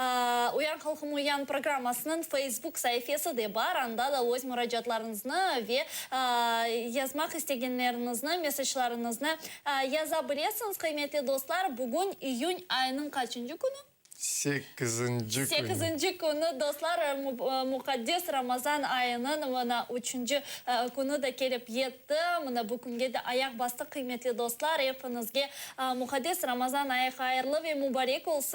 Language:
Crimean Tatar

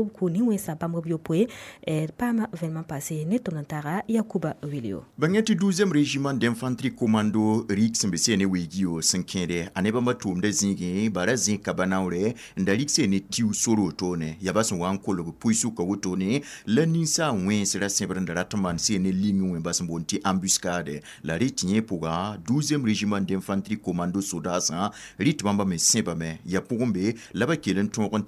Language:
Mossi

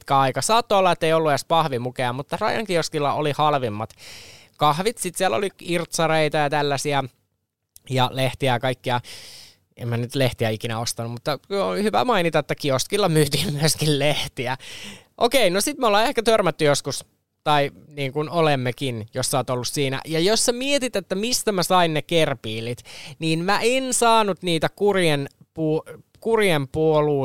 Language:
Finnish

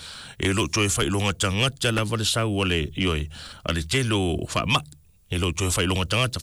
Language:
Samoan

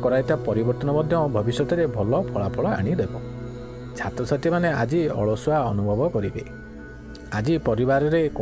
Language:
Odia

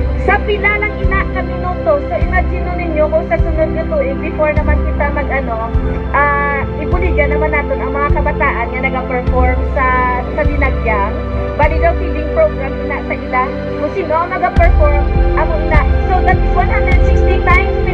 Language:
Hiligaynon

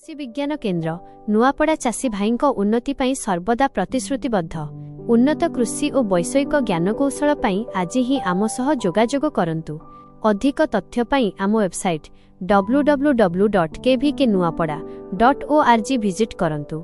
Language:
Odia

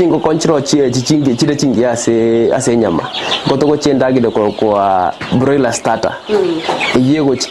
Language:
Gusii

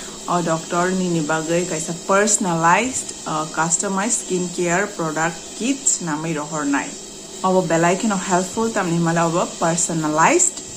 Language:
Kok Borok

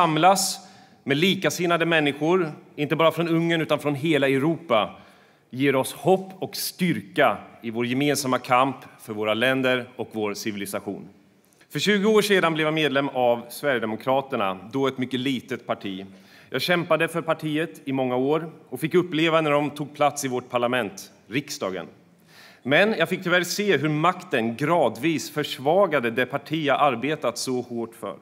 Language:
Swedish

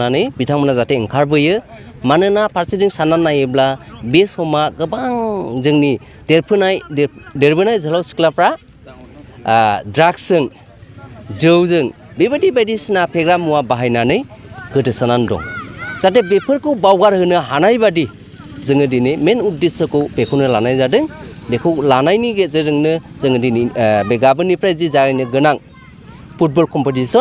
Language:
Bodo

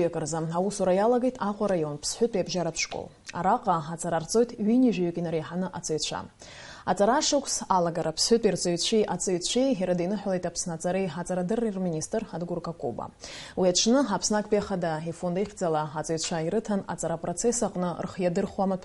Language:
Abkhazian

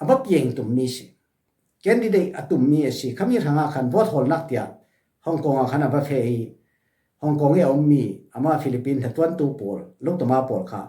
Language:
Falam Chin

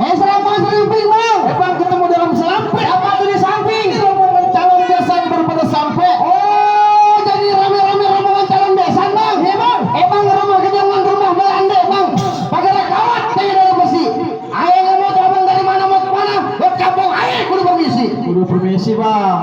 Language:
Betawi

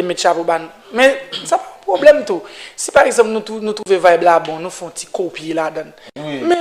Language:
Haitian Creole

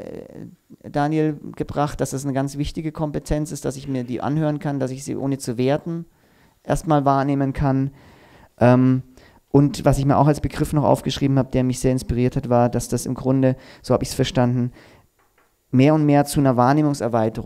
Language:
German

